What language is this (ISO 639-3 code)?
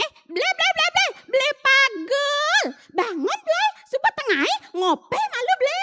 ban